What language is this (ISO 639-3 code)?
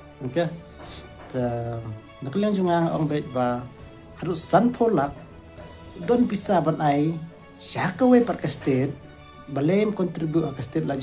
kha